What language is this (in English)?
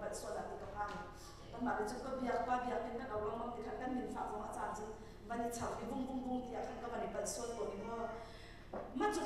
Hakha Chin